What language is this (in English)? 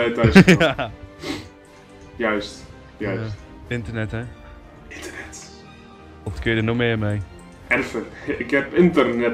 Dutch